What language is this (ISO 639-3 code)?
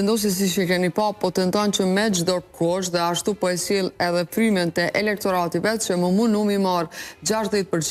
sqi